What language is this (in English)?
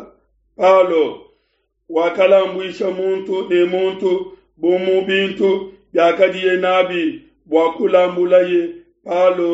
Luba-Lulua